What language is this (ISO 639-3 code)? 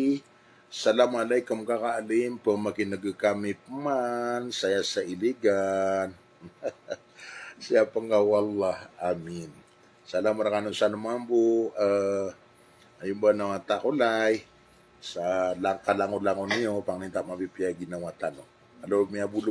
mrw